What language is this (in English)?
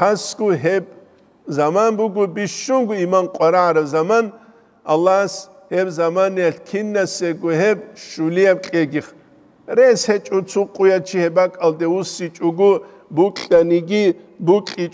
Avaric